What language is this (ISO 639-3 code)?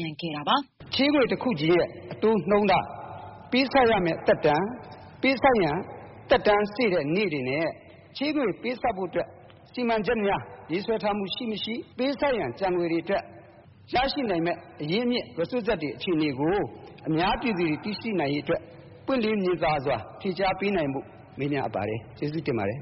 mya